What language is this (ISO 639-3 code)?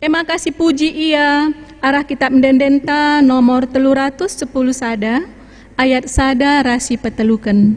btx